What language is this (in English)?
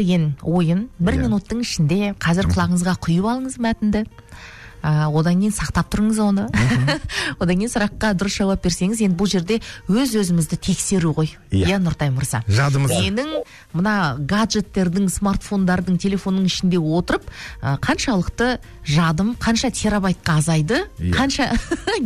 Kazakh